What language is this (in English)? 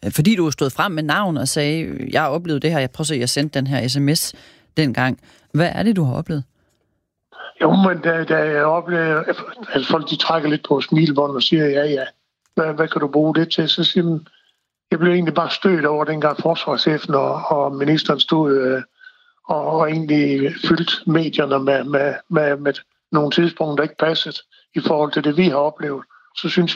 Danish